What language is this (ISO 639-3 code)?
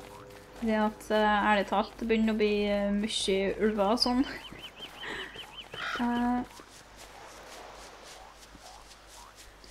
nor